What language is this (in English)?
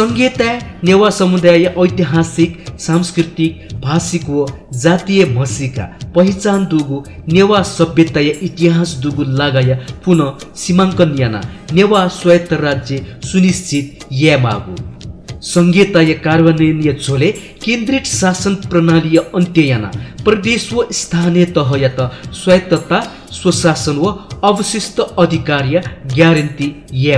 Newari